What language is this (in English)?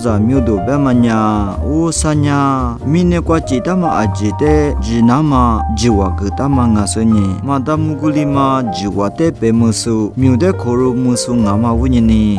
Lisu